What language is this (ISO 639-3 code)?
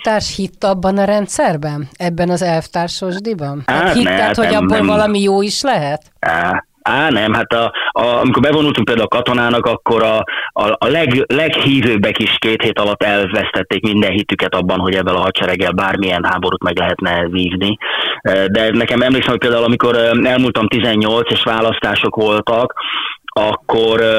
hun